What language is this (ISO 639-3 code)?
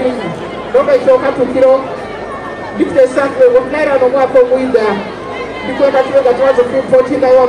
xog